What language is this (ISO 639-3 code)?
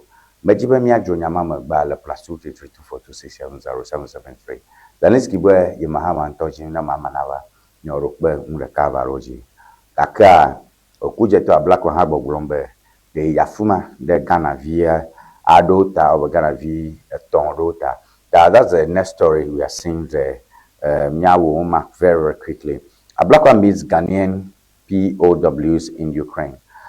ewe